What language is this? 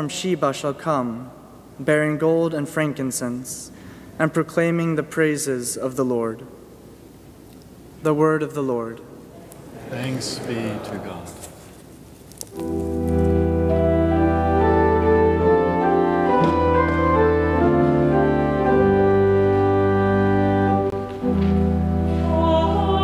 English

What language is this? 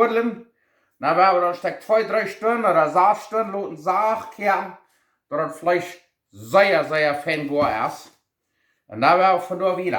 Plautdietsch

